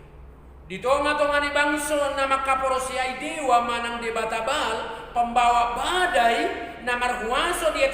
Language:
Batak Toba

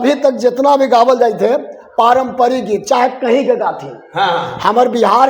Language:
Magahi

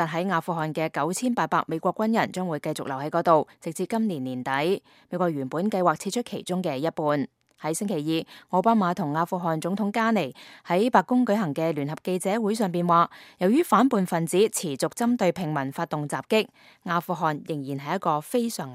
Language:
Cantonese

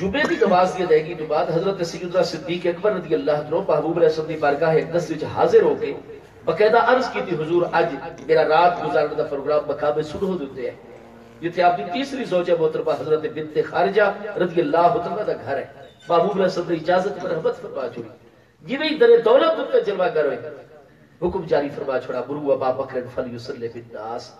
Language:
Saraiki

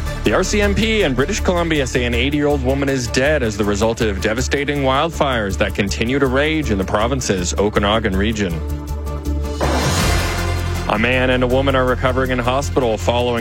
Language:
English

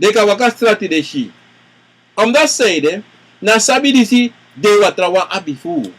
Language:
Sranan Tongo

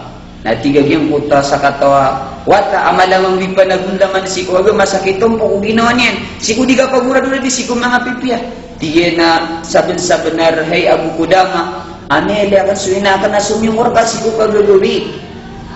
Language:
Maranao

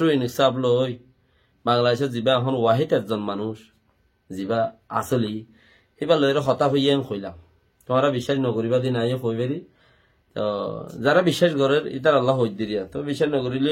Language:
Rohingya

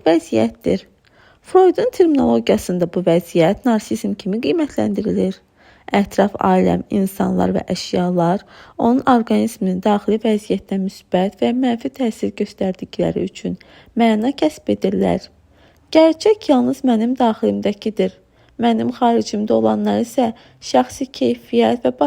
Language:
Azerbaijani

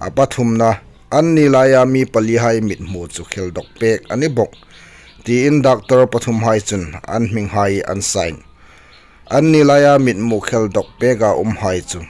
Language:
Hmar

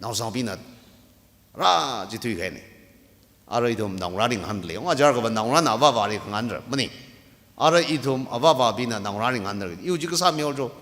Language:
Tangkhul Naga (India)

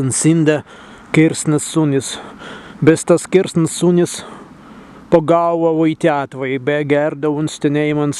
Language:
Prussian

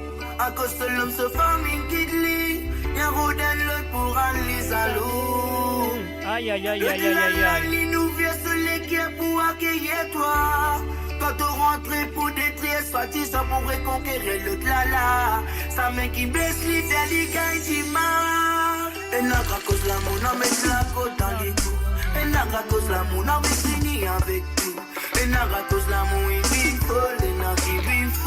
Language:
Morisyen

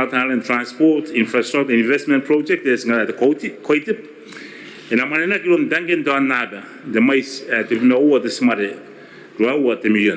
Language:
Gilbertese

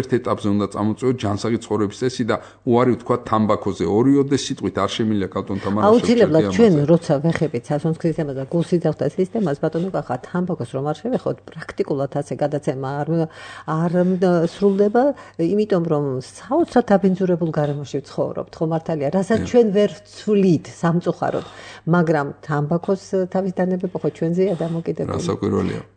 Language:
Georgian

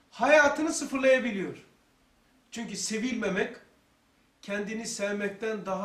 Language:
Turkish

